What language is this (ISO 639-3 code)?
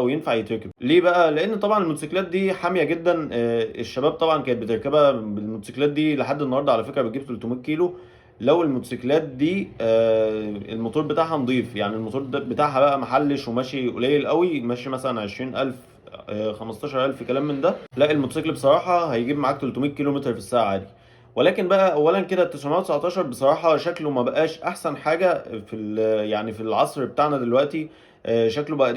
arz